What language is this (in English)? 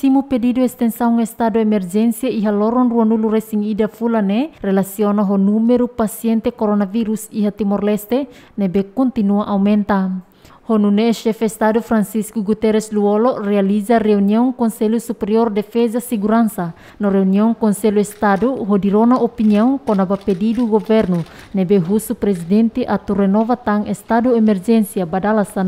Tetum